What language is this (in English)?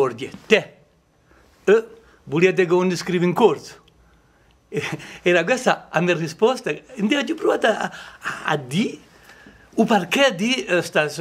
Corsican